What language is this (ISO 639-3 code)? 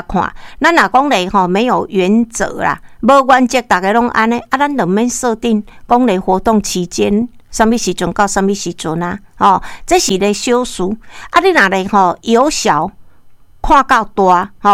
nan